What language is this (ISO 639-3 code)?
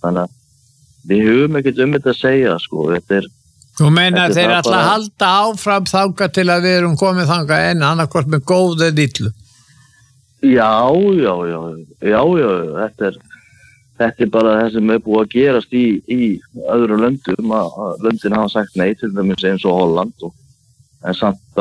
isl